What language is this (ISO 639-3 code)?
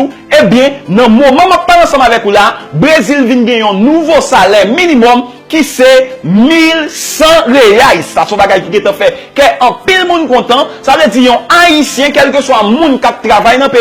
hat